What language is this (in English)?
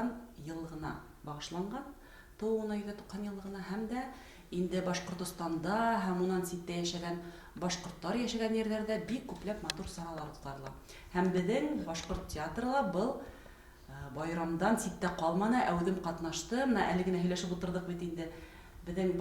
Bashkir